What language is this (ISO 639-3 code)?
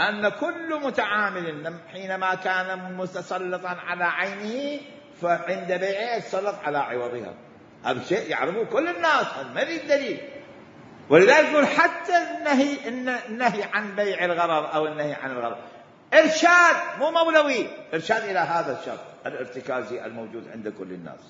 acm